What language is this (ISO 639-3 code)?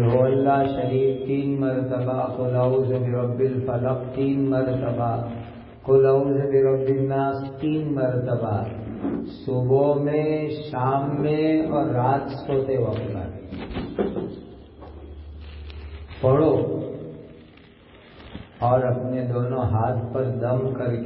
urd